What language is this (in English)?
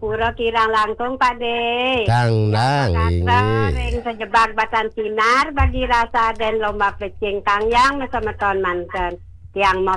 Balinese